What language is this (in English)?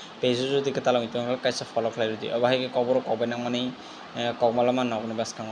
Kok Borok